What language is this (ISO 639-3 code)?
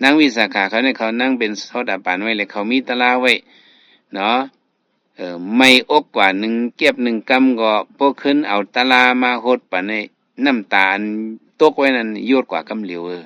shn